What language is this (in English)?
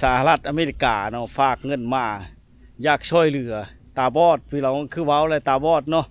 Lao